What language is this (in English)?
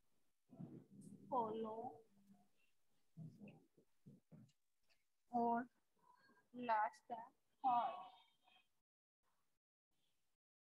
Hindi